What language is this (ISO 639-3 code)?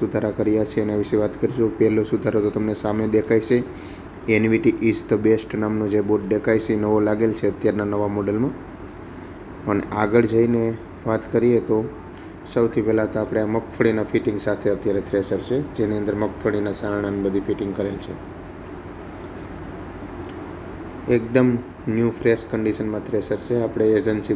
guj